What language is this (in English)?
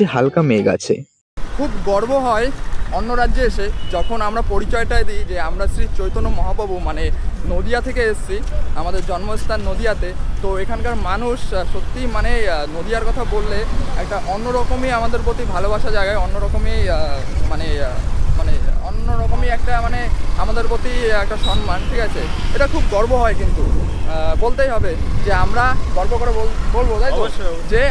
Bangla